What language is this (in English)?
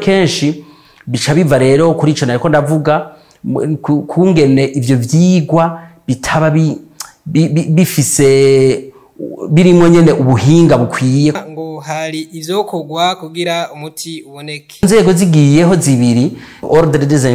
Rundi